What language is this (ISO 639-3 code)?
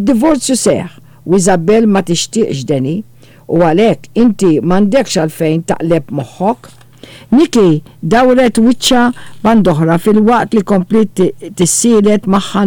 mlt